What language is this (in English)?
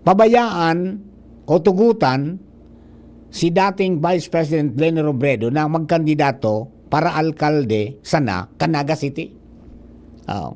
Bikol